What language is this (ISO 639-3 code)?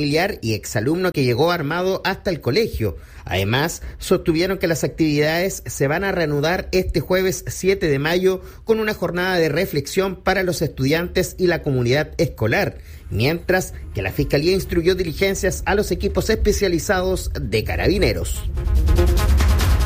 spa